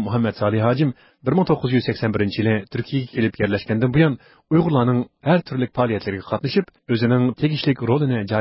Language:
Uyghur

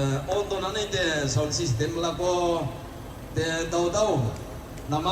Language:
Toraja-Sa'dan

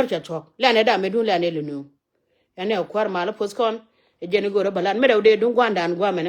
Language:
Nuer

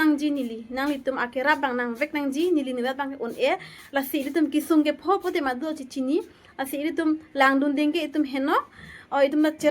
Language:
Karbi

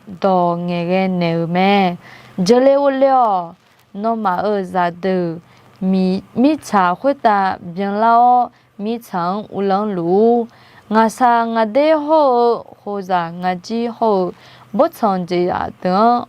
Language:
Akha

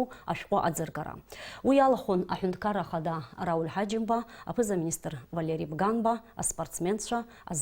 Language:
Abkhazian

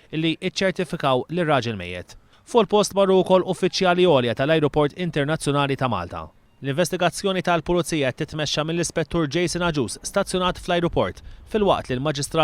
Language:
Maltese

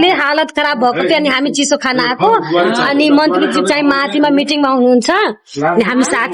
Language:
Nepali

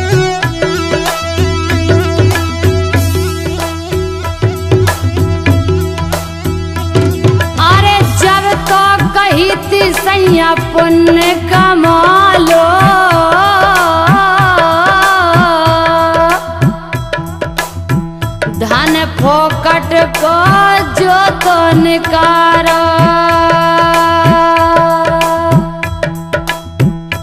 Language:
Bundeli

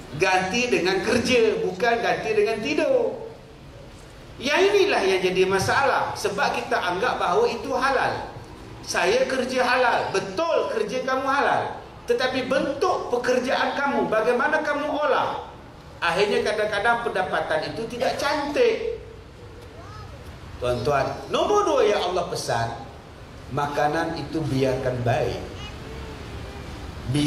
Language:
Malay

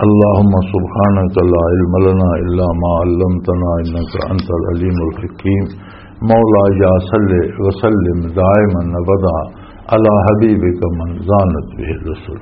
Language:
Western Panjabi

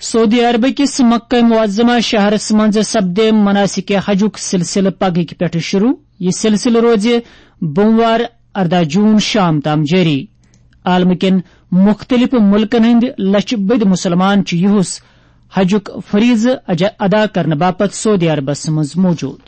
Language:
Kashmiri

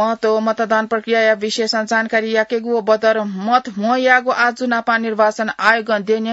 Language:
Newari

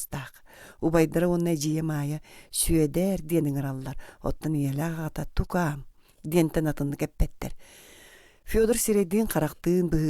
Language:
Yakut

